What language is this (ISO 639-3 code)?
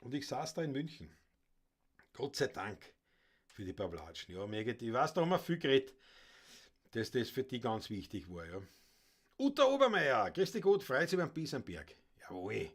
bar